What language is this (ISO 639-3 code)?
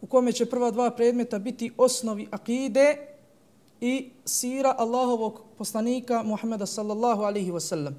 bos